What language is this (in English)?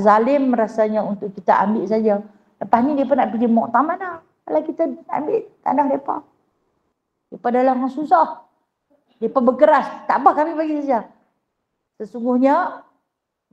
Malay